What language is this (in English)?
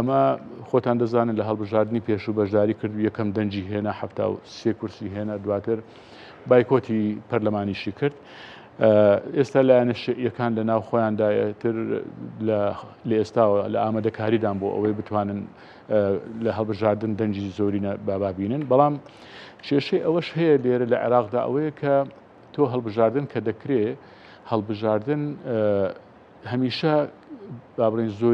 Central Kurdish